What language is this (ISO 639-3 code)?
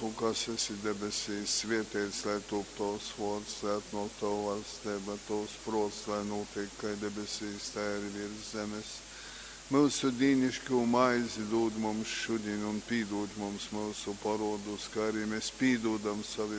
ltg